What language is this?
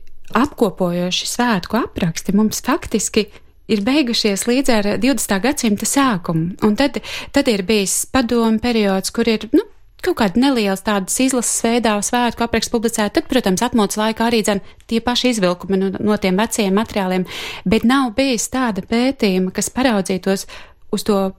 Latvian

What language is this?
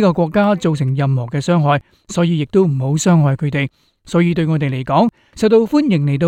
Cantonese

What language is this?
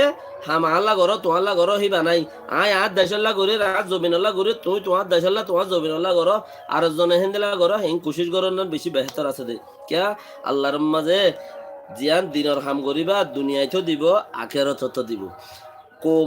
Rohingya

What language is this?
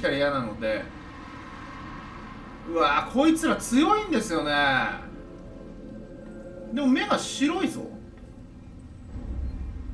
Japanese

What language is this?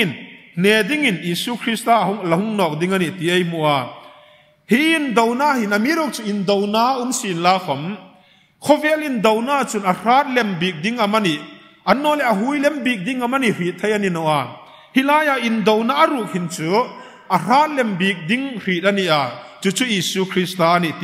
Hmar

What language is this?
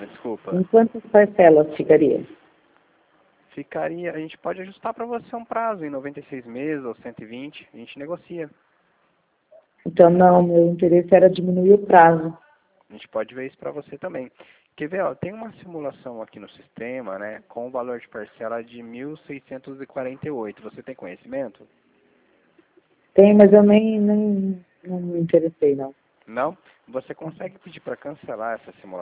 Portuguese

